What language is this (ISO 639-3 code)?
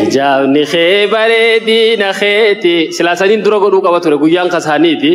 orm